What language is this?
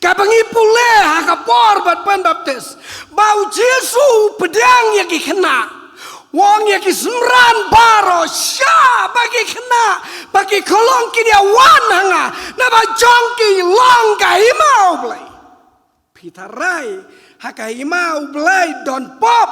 Khasi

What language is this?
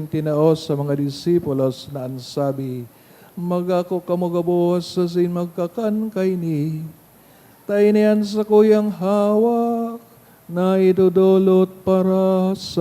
Bikol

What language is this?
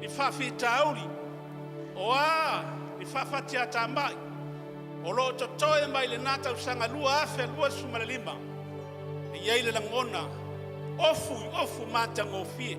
Samoan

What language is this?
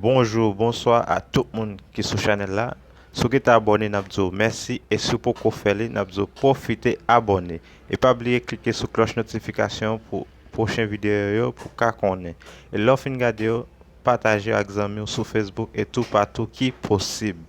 Haitian Creole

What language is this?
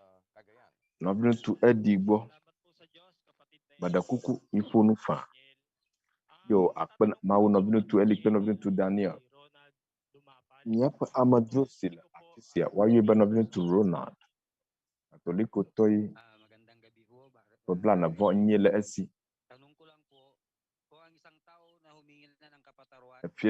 Ewe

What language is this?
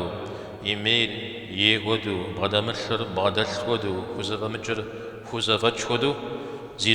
Kabardian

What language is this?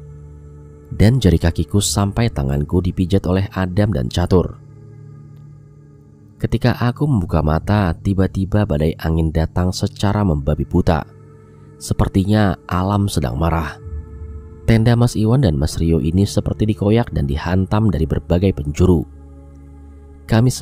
Indonesian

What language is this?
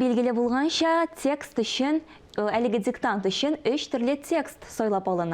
Tatar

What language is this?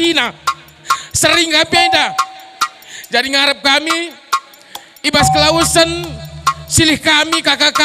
Batak Karo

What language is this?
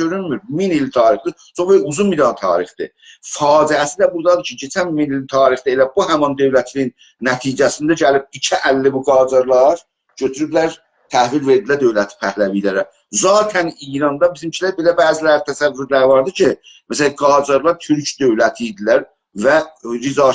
South Azerbaijani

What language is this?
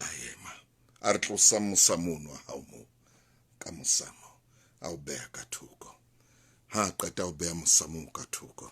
Southern Sotho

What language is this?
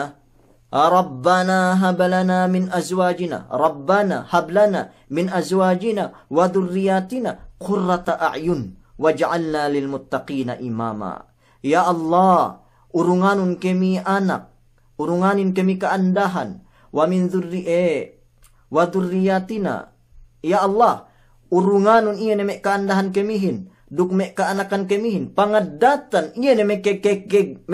Yakan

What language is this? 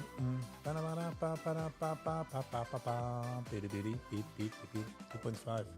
Yiddish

